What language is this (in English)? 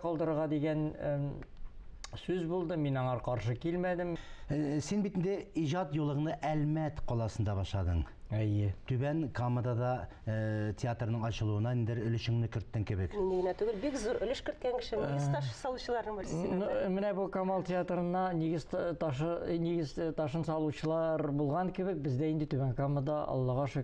Tatar